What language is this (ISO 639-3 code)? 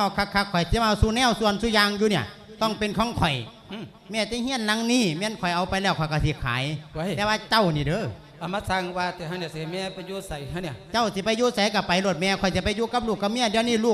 lao